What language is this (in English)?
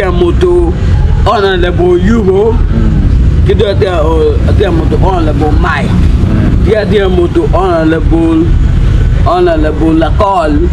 Acoli